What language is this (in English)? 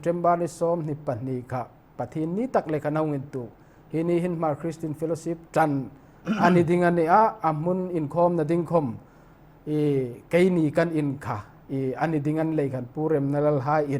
Hmar